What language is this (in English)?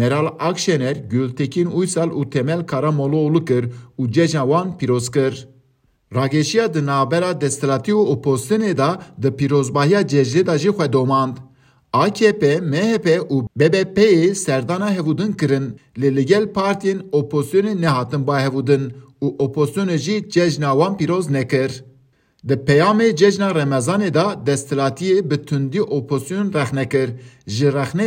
Kurdish